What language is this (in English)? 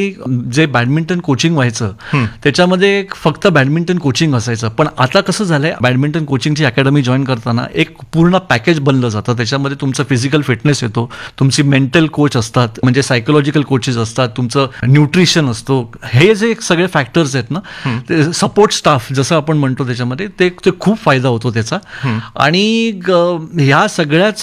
Marathi